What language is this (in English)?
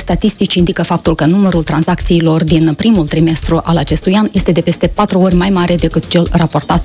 Romanian